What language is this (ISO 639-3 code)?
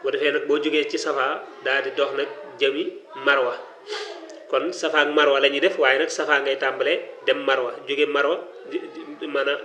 wol